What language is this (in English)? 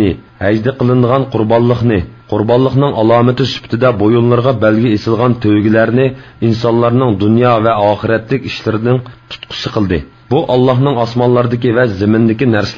Uyghur